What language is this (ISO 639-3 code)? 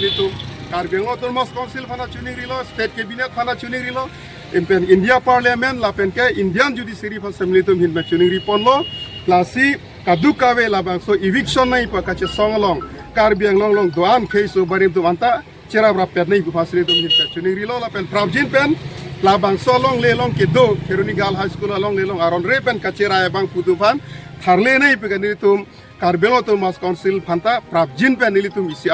mjw